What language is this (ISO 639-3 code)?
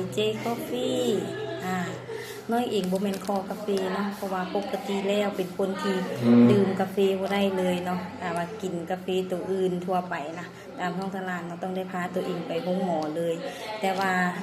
lao